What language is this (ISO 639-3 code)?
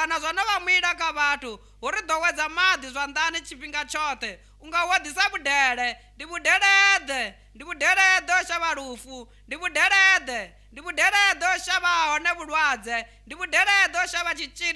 ven